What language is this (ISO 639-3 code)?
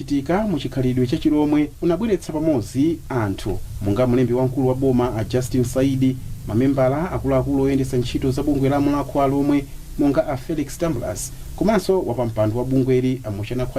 nya